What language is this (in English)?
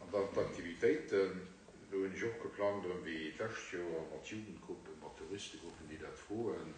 Luxembourgish